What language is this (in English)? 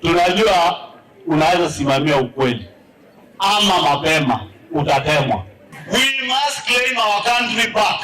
Kamba